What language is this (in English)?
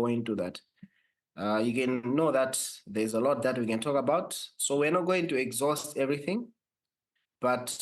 English